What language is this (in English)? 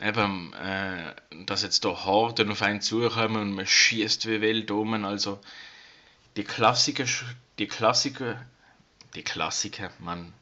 Swiss German